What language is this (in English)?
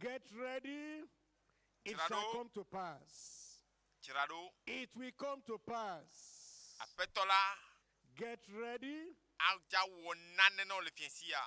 Ewe